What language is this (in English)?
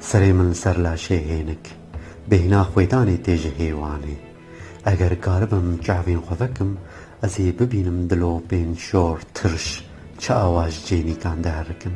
Kurdish